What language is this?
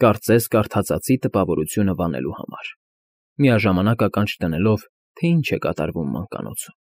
Armenian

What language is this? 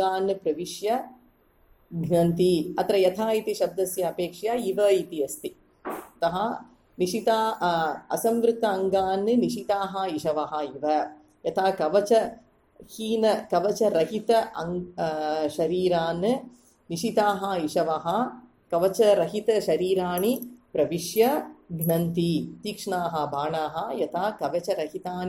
Sanskrit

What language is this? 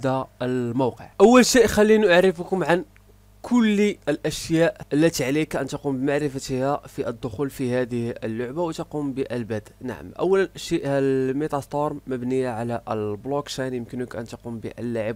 Arabic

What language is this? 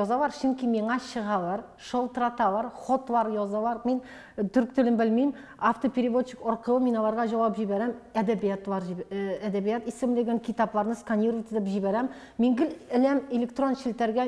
Tatar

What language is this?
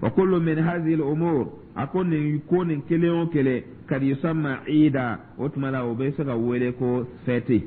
Dyula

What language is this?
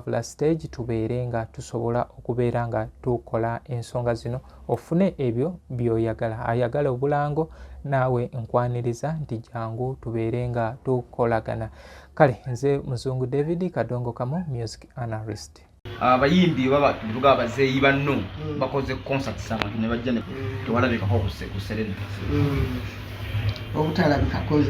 Ganda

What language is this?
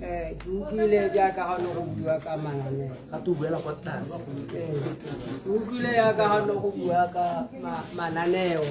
Tswana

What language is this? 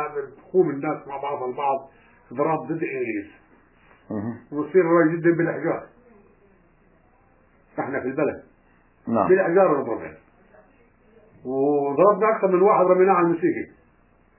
South Levantine Arabic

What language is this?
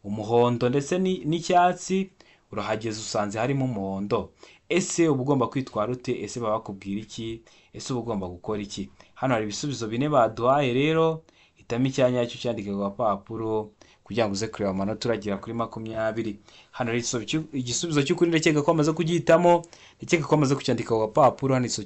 Kinyarwanda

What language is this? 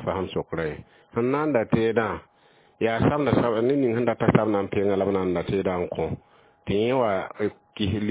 Mossi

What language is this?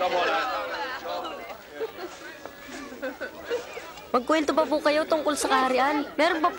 Filipino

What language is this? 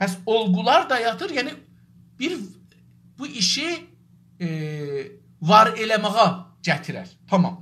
South Azerbaijani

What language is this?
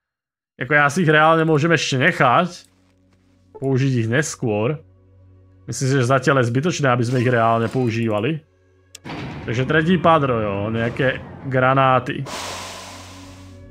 Slovak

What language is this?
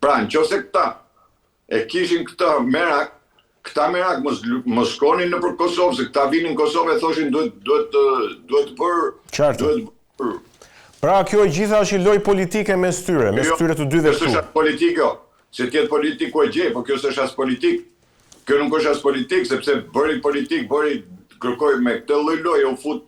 Albanian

